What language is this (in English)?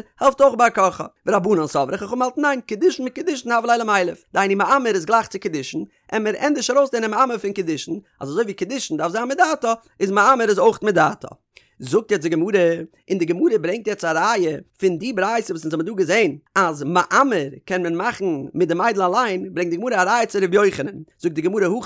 Yiddish